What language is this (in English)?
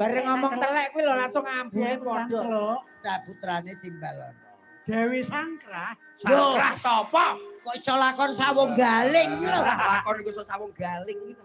Javanese